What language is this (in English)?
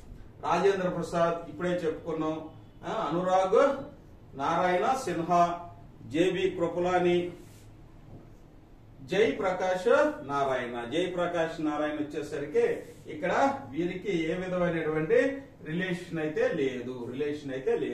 Telugu